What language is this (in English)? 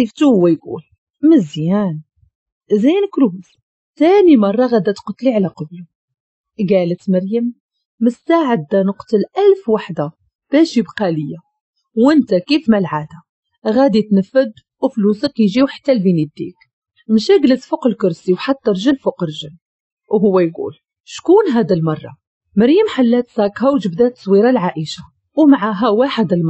Moroccan Arabic